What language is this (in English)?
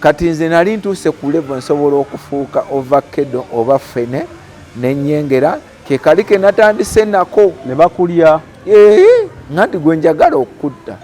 Ganda